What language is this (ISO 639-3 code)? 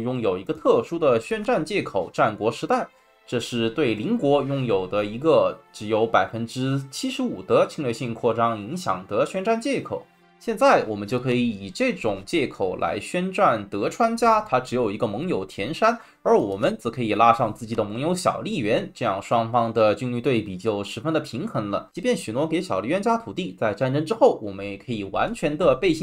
zho